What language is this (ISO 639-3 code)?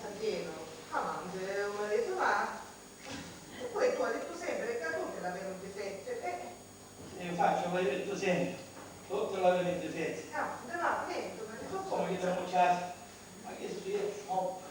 scn